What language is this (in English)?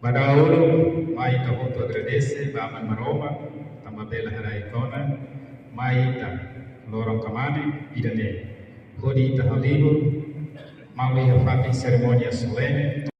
Tetum